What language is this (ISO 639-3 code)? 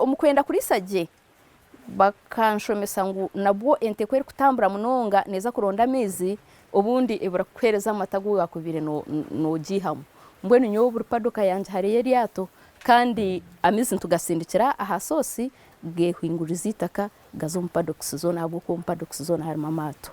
nyn